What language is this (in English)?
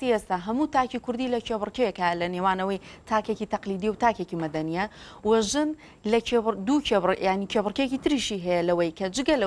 Central Kurdish